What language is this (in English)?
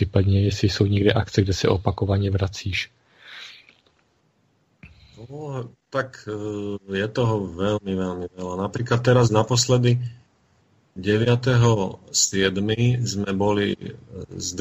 Slovak